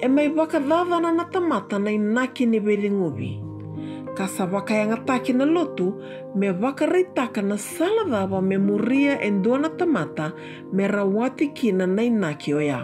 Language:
Fijian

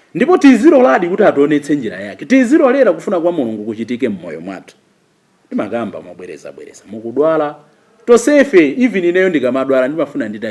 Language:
Nyanja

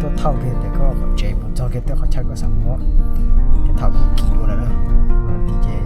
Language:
Hmong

